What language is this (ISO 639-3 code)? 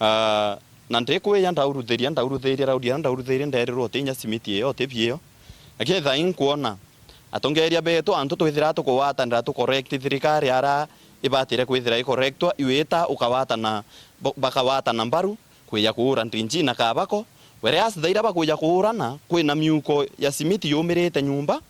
mer